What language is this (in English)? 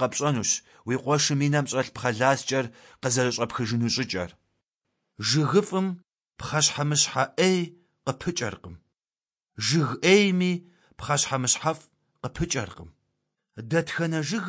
Kabardian